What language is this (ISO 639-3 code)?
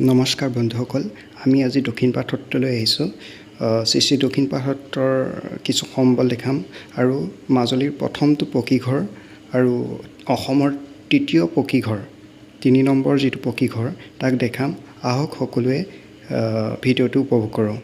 asm